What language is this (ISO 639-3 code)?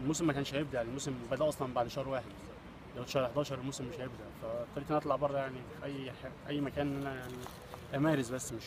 arz